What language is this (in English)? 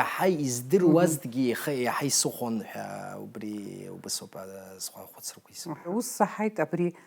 Abkhazian